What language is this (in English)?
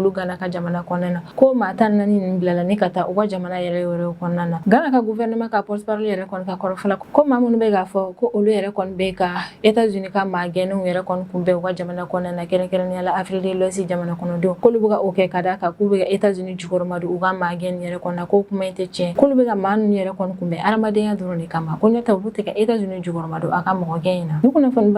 Bambara